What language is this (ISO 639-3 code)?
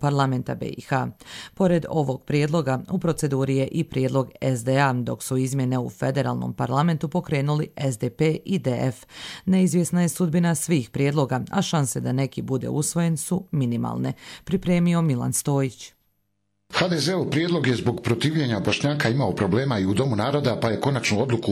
bos